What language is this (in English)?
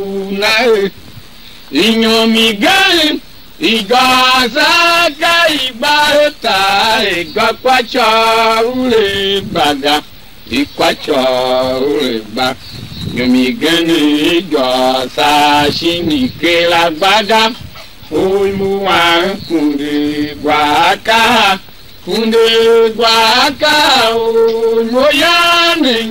Tiv